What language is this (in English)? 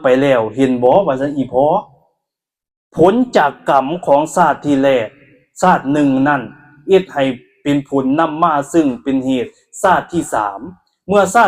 Lao